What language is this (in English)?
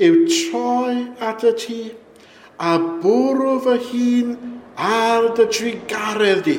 Welsh